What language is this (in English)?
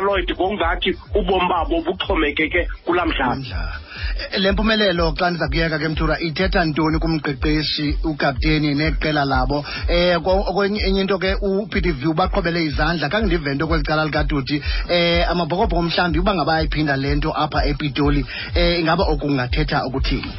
Xhosa